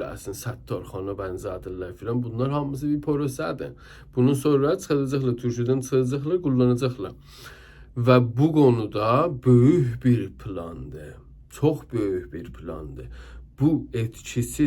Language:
South Azerbaijani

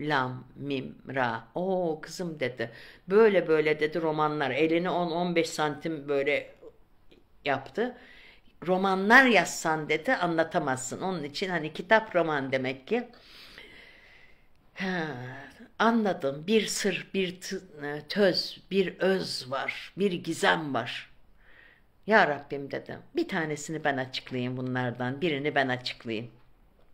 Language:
Turkish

